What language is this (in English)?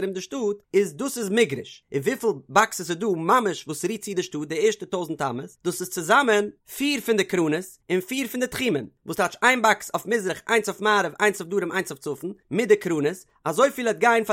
Yiddish